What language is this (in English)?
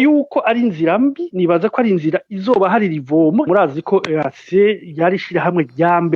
Rundi